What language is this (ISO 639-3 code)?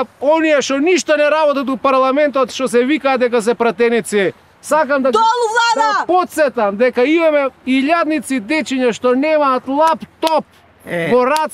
mkd